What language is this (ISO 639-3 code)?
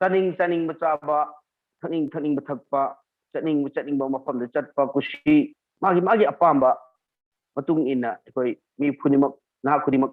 mni